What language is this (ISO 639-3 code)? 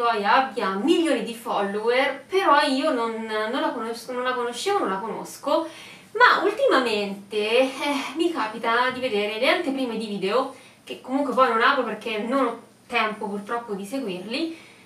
ita